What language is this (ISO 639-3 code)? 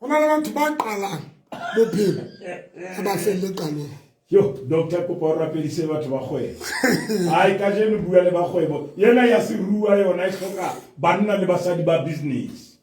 sot